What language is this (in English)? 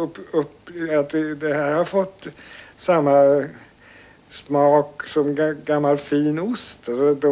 Swedish